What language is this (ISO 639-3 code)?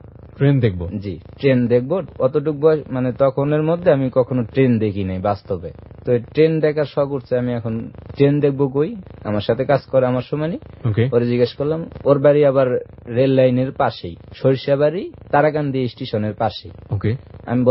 ben